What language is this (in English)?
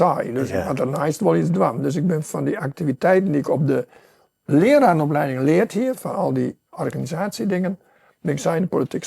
Western Frisian